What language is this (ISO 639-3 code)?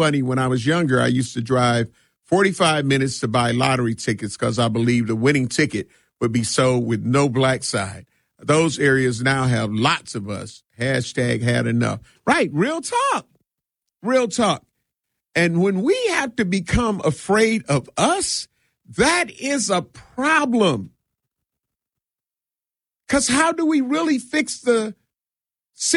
eng